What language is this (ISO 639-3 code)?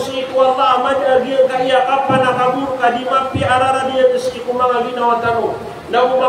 mrw